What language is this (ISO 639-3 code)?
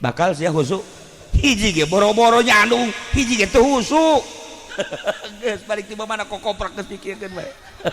sun